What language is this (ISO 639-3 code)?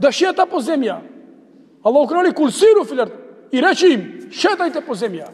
mkd